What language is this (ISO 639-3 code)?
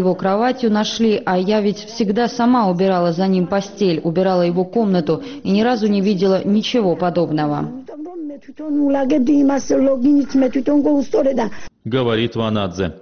rus